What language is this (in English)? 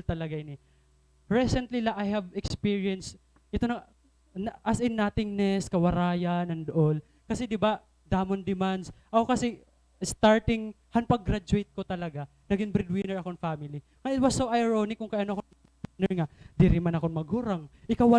Waray